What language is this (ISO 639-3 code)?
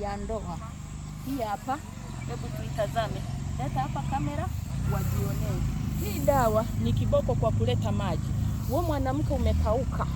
swa